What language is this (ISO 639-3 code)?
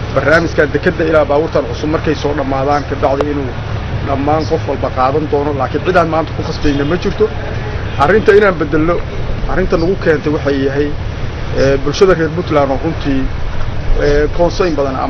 som